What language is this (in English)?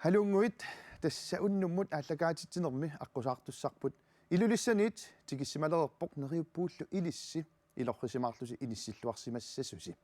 Kalaallisut